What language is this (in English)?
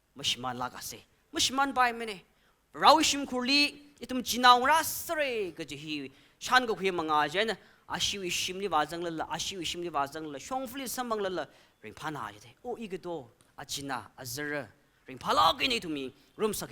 Tangkhul Naga (India)